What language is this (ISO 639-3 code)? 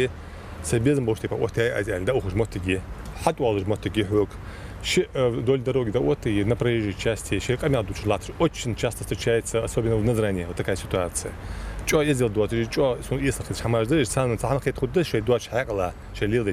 inh